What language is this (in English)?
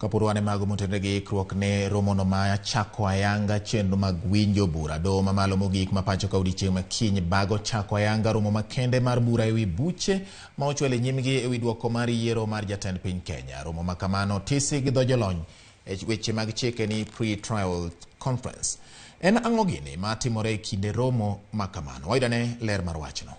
Luo (Kenya and Tanzania)